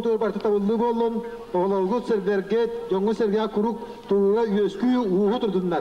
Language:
Yakut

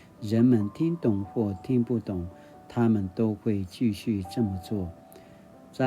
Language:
Paiwan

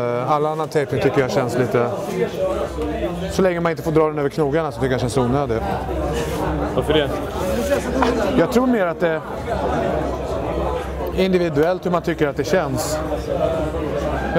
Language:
Swedish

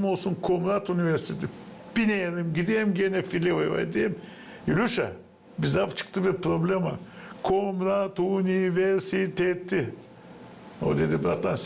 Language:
Gagauz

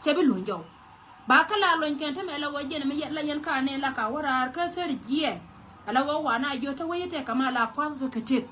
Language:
Nuer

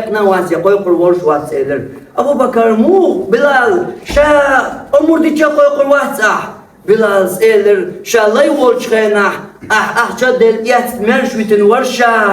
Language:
Chechen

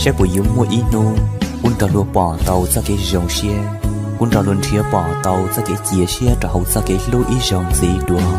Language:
Hmong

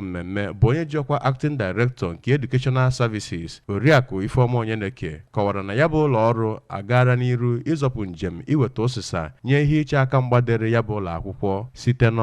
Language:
Igbo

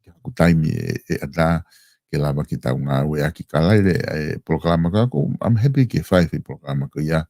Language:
Tongan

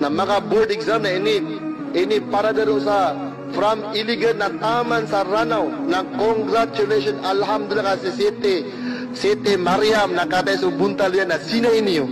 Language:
Maranao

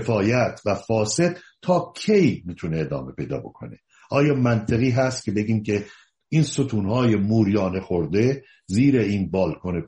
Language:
Persian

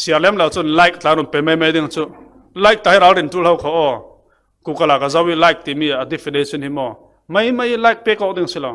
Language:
Falam Chin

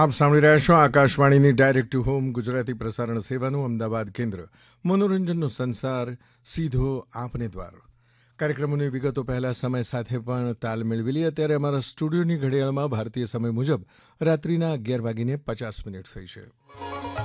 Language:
Gujarati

